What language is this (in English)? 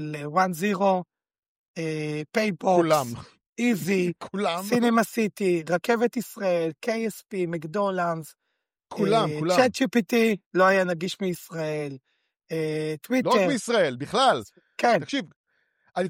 Hebrew